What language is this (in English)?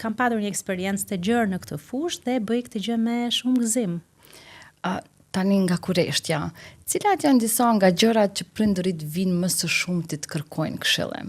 Albanian